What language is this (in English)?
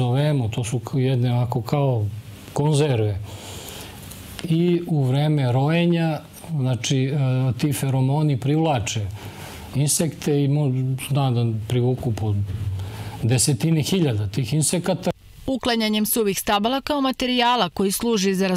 Serbian